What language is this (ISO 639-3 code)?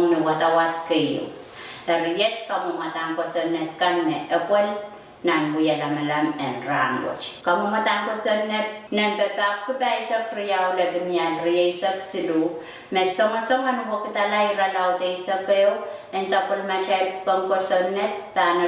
pon